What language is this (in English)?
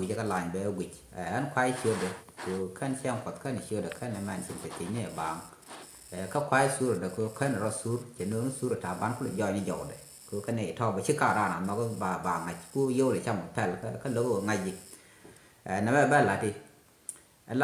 Nuer